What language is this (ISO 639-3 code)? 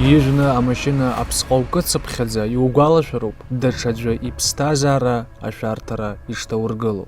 abk